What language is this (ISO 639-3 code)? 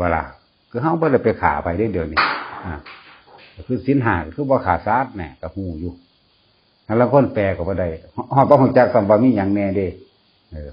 tts